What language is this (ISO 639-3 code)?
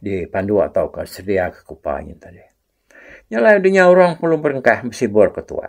iba